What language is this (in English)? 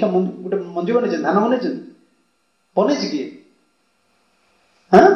Odia